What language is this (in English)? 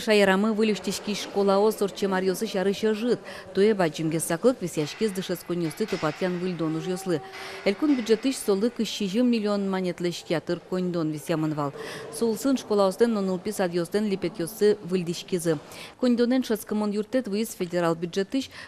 Udmurt